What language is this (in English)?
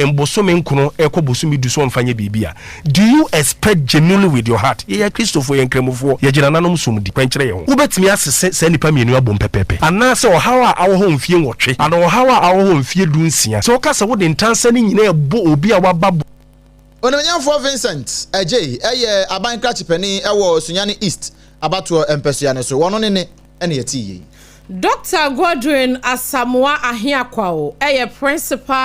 Akan